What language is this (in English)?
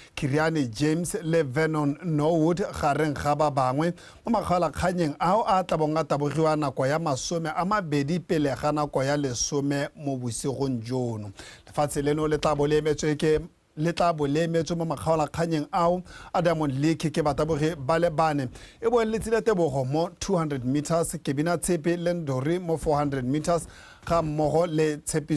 Tswana